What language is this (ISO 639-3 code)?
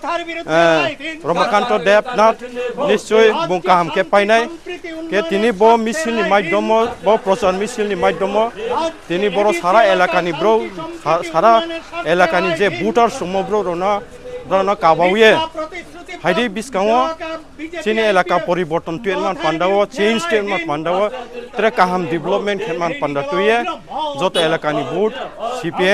ria